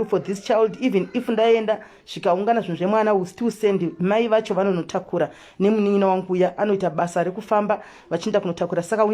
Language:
Shona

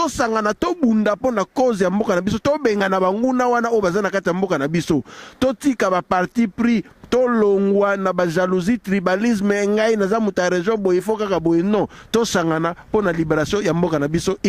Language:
Lingala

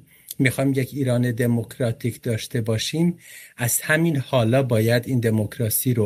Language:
Persian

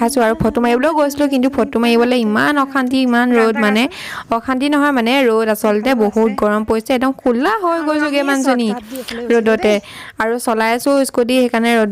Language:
Assamese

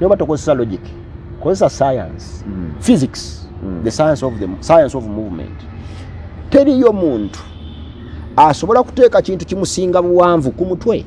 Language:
Ganda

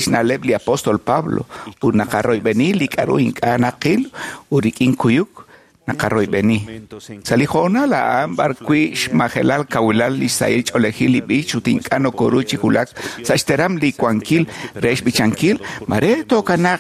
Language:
Kekchí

